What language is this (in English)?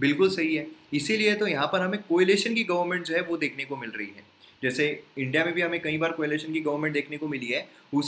Hindi